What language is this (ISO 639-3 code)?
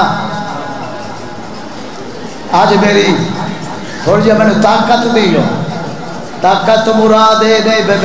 urd